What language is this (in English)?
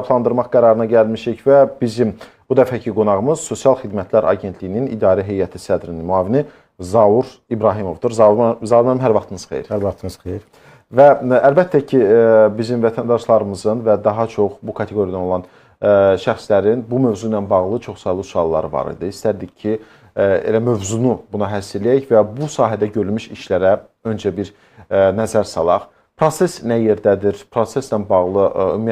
Azerbaijani